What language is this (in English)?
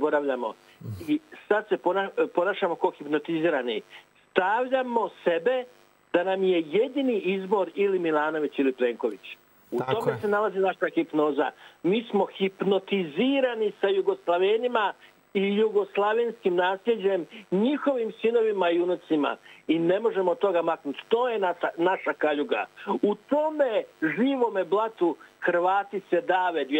Croatian